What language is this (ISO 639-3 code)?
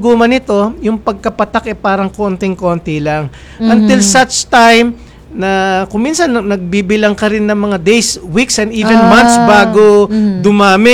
fil